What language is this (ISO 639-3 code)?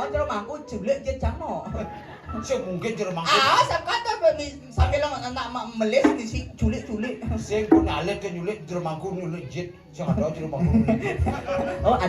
ban